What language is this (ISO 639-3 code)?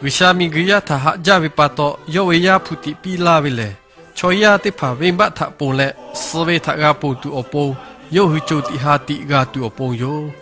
lhu